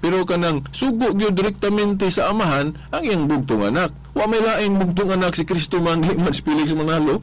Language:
Cebuano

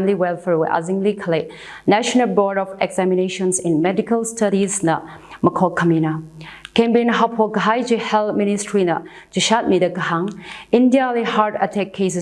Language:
Tangkhul Naga (India)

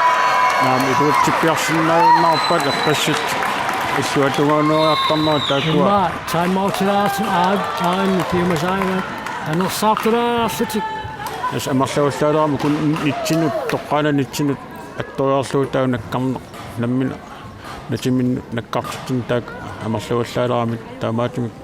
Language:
Kalaallisut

